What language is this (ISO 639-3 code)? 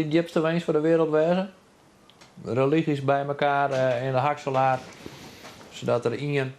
fry